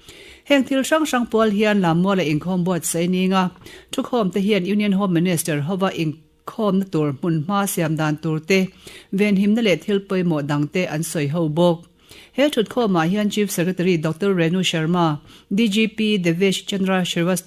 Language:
Mizo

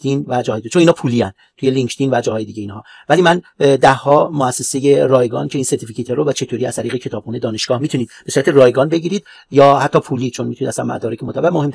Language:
Persian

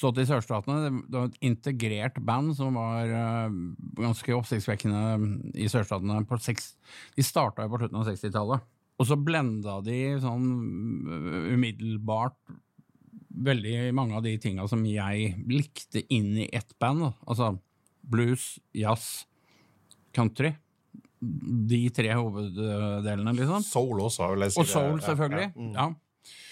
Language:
Norwegian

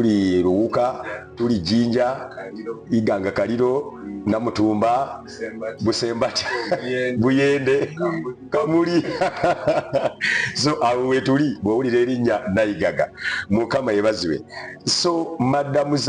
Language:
Ganda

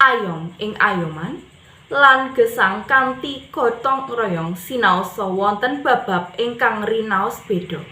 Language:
Javanese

